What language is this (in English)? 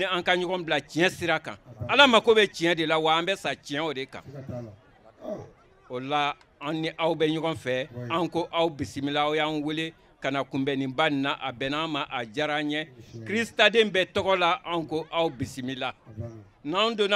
Bambara